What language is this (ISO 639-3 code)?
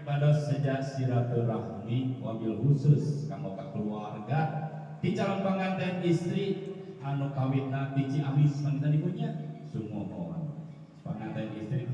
sun